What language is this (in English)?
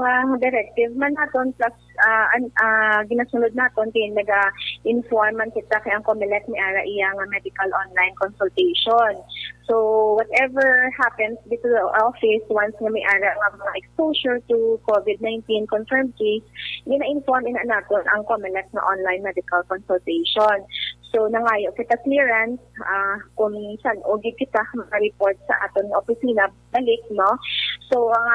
Hiligaynon